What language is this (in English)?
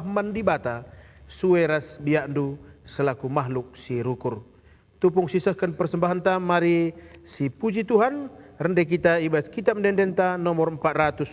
Batak Karo